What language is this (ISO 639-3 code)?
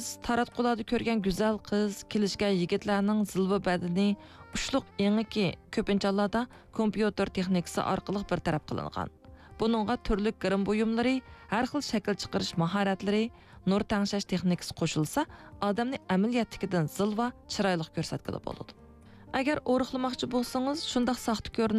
uig